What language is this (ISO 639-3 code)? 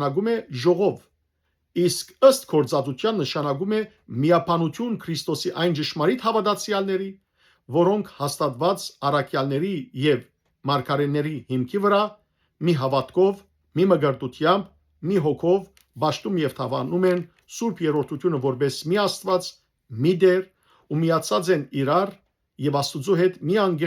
hyw